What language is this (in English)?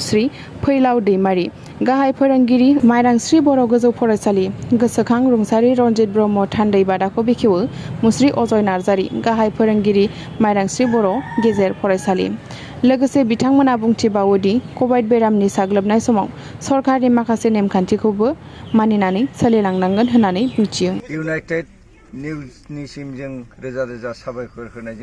Bodo